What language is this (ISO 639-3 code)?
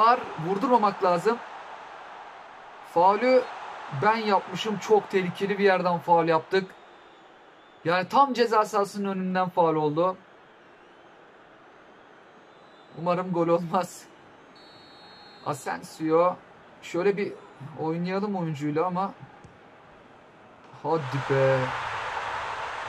tur